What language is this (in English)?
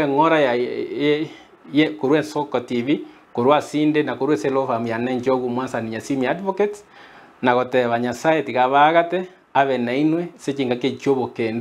Gusii